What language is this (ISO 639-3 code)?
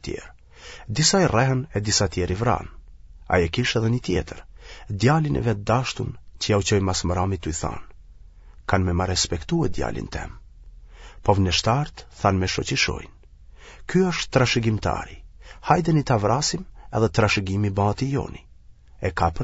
sqi